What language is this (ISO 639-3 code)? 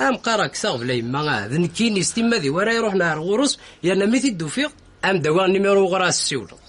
kab